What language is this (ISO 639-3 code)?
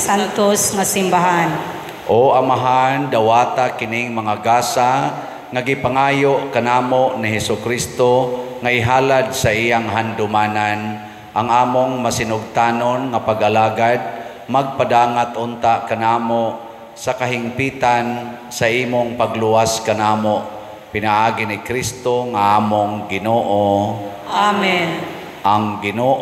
ceb